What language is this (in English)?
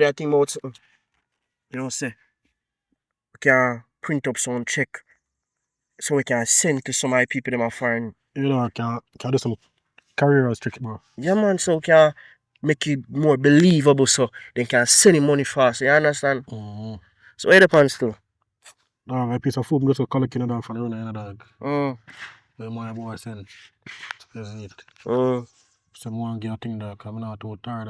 Jamaican Creole English